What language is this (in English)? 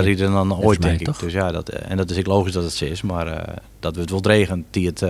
Western Frisian